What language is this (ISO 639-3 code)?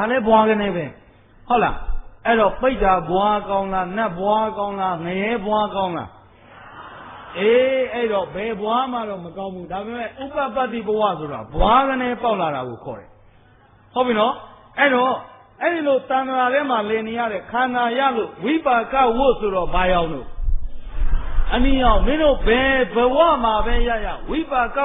mya